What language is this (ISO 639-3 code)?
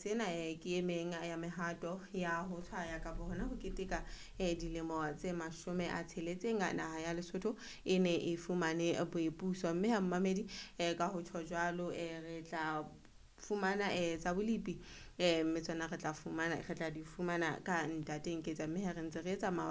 sot